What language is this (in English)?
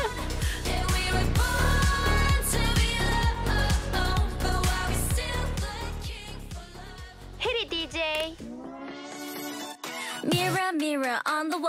Korean